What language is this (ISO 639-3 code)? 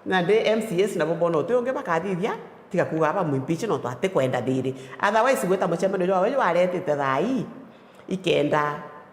mer